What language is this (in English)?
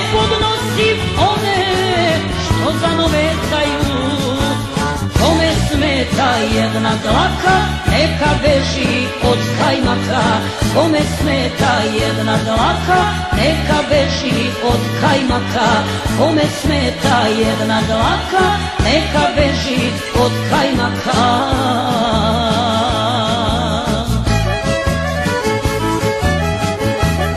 Serbian